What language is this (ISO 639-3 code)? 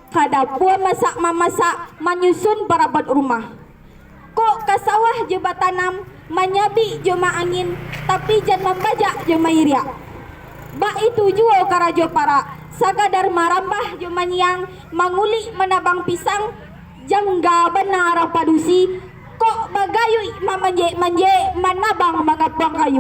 min